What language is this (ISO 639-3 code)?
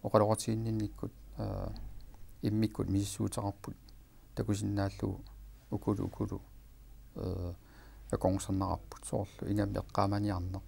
kal